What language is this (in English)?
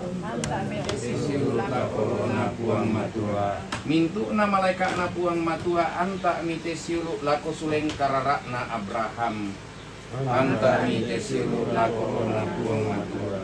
Toraja-Sa'dan